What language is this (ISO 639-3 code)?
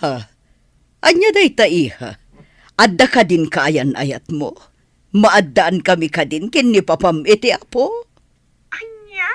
ilo